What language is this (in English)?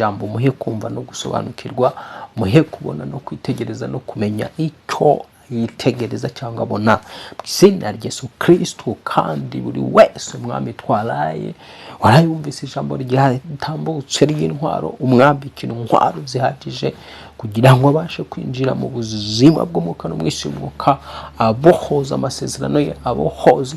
Kinyarwanda